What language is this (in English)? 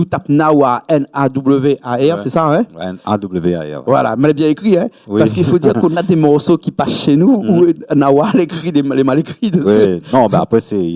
Réunion Creole French